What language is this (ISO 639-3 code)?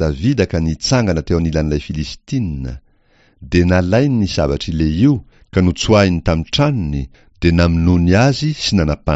mlg